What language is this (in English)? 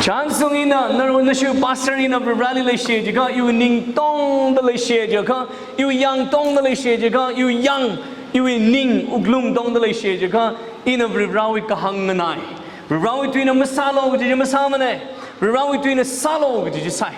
Tangkhul Naga (India)